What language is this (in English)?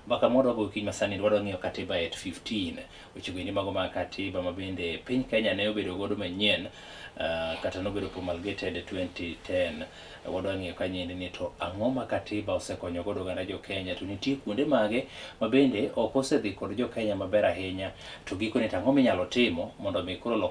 Luo (Kenya and Tanzania)